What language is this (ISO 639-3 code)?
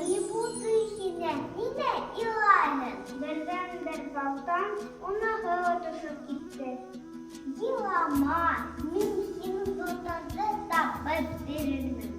bak